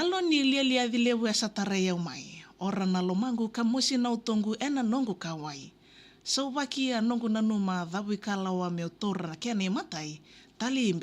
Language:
Fijian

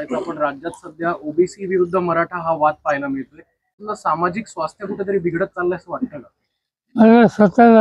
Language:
Marathi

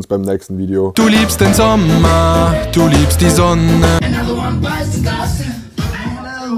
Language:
Swiss German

